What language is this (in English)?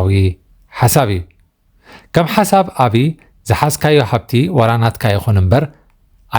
Tigrinya